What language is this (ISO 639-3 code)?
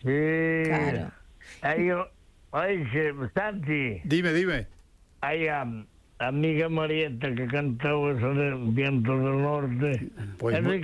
glg